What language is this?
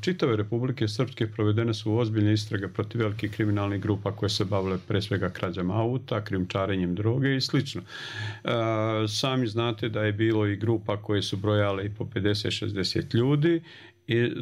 Bosnian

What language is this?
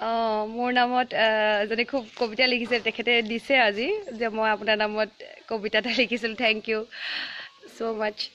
Assamese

